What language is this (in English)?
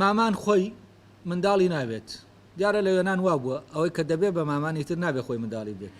Central Kurdish